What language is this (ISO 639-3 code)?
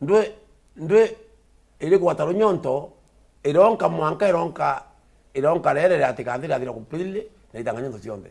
mer